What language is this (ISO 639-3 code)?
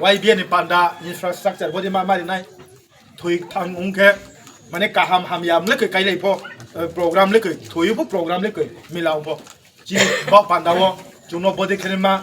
ria